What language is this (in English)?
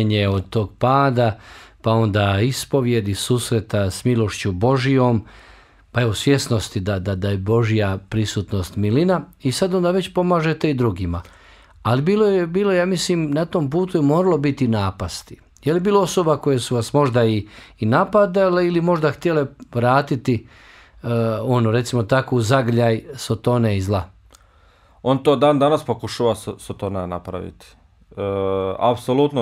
Bosnian